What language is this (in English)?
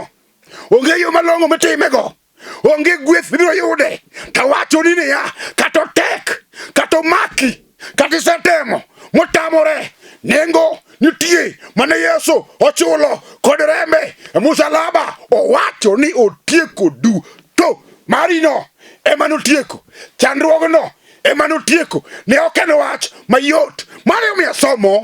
Luo (Kenya and Tanzania)